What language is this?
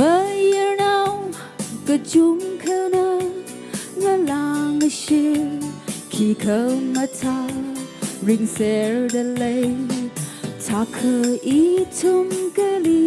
Tangkhul Naga (India)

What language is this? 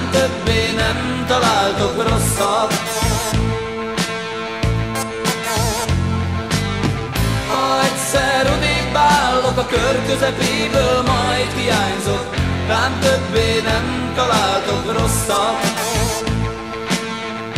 Hungarian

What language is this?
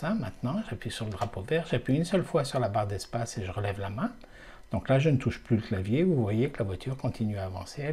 French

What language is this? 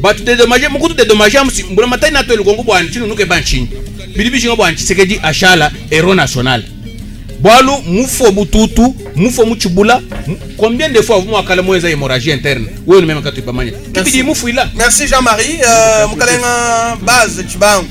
Luba-Lulua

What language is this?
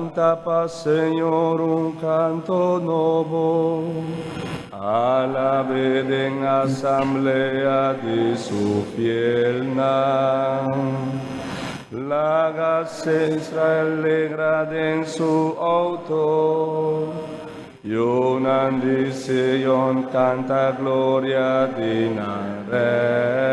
Papiamento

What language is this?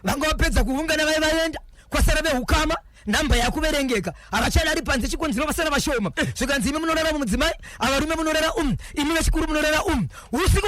Shona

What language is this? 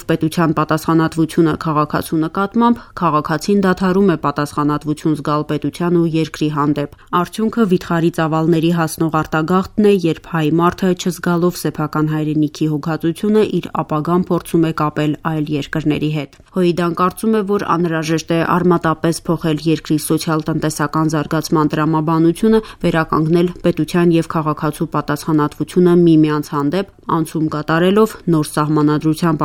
Armenian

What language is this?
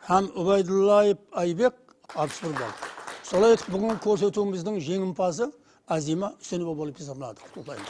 Kara-Kalpak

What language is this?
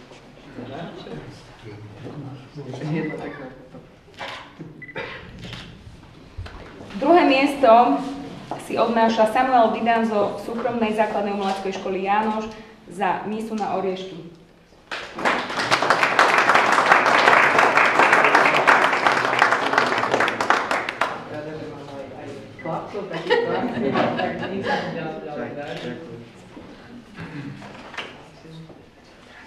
Slovak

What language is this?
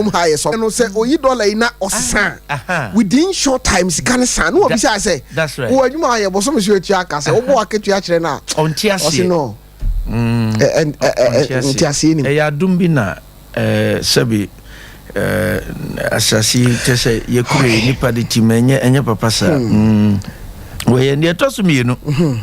Akan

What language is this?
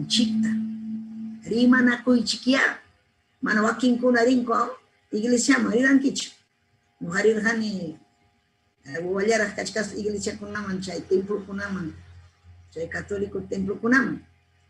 Ayacucho Quechua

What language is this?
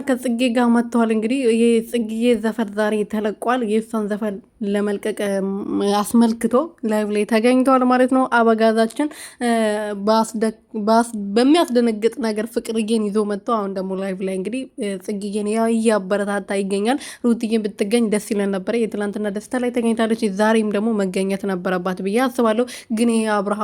Amharic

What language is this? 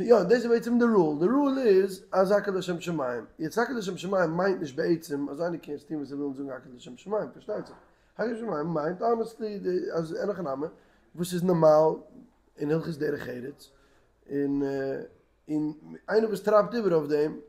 Yiddish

